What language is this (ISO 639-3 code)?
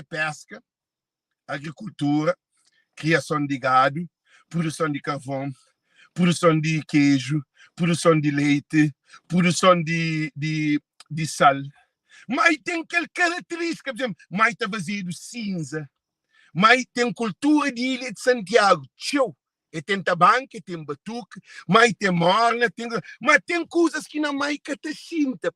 kea